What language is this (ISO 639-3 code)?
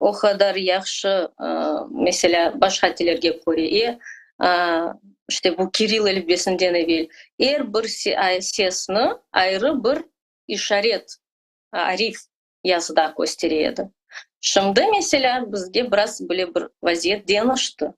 crh